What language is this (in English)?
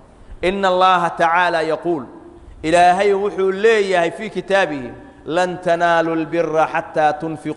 Somali